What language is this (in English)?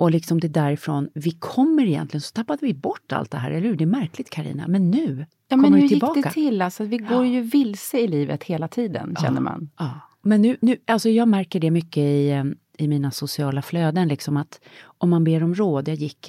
Swedish